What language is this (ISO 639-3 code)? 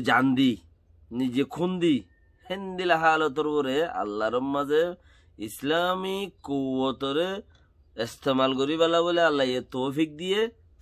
rhg